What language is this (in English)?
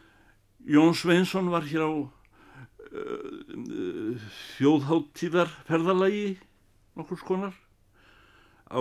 Icelandic